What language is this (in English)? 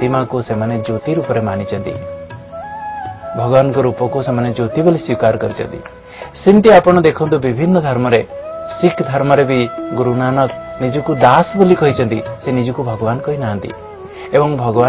Odia